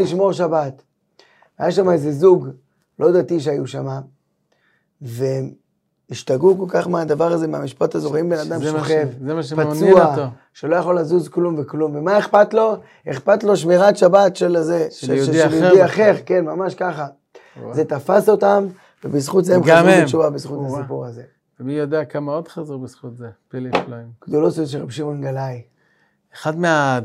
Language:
Hebrew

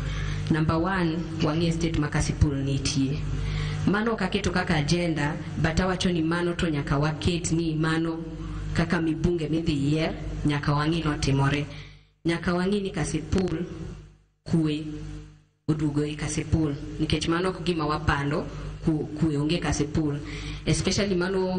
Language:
Luo (Kenya and Tanzania)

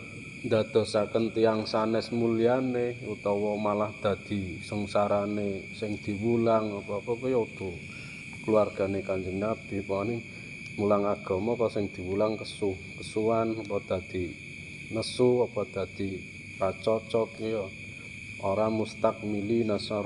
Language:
Javanese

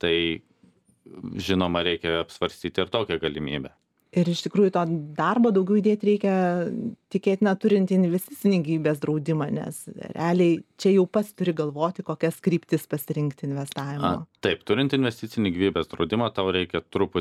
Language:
Lithuanian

